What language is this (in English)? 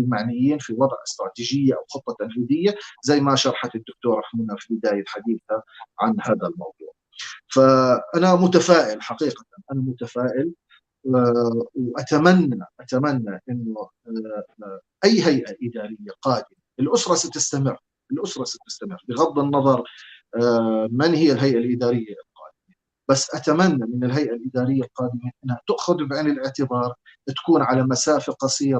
North Levantine Arabic